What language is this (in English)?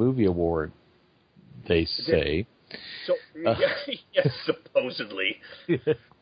English